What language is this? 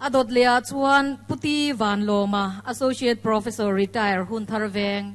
Mizo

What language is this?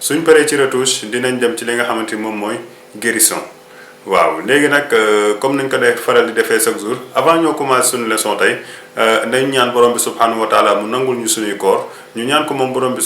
Wolof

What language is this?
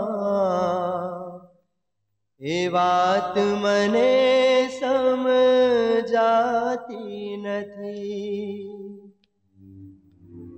Gujarati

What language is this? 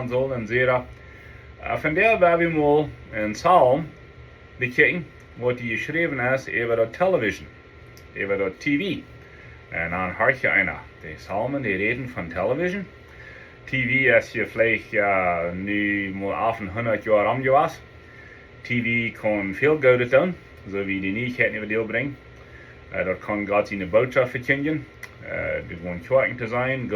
Plautdietsch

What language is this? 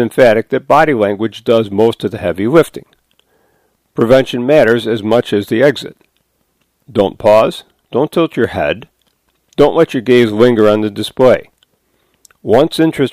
English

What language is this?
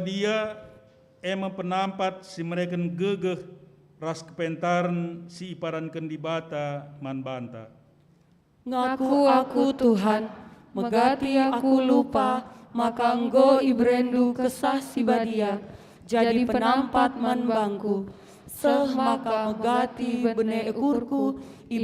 Batak Karo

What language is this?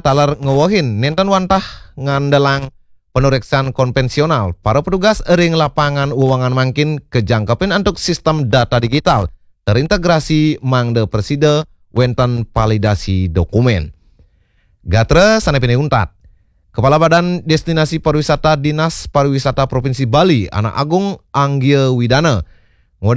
Balinese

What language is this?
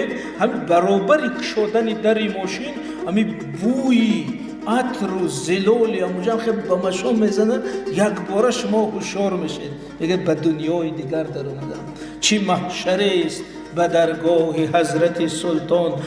Tajik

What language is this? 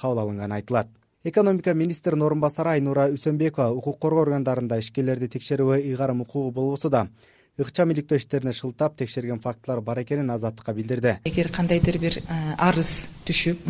Kyrgyz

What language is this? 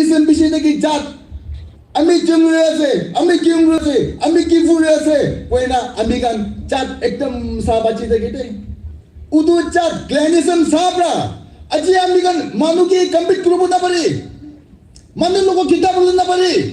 Naga Pidgin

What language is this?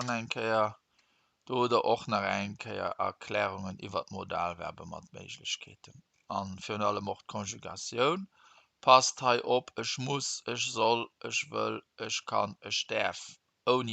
Luxembourgish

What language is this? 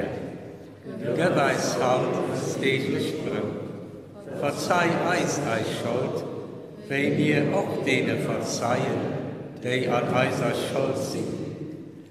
Luxembourgish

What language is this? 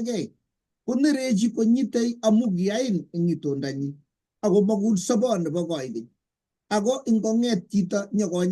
Kalenjin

